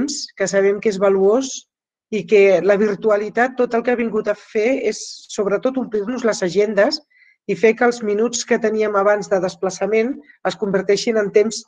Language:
Catalan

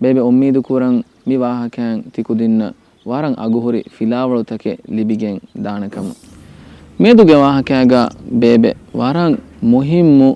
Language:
Divehi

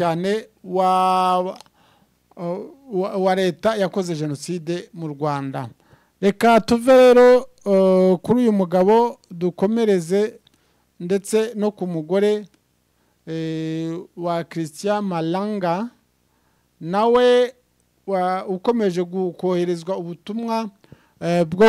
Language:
Kinyarwanda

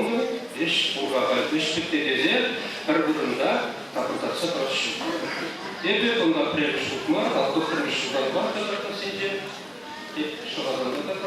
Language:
Chuvash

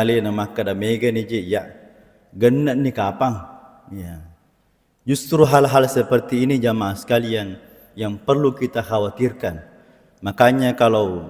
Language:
Buginese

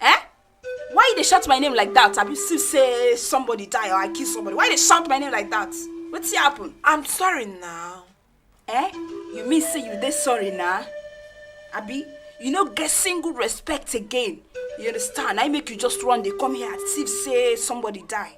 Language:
Nigerian Pidgin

